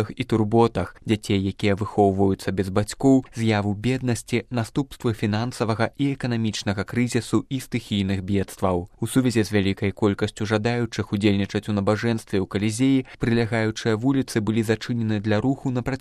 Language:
Belarusian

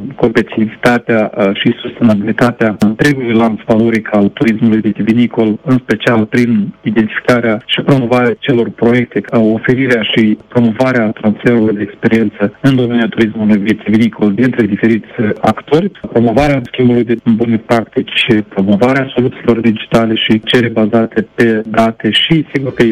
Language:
Romanian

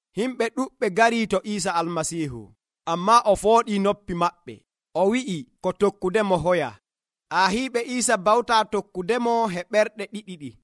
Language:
Nigerian Fulfulde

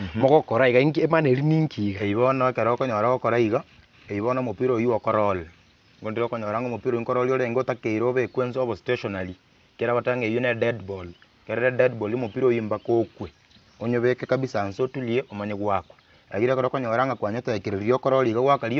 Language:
Gusii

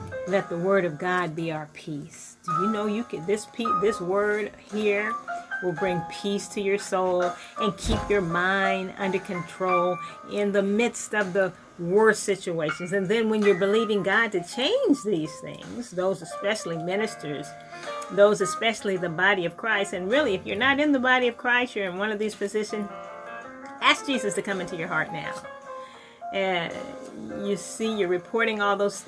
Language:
English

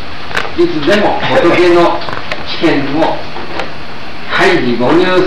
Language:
Japanese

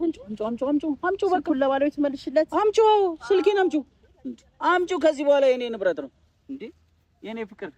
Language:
Amharic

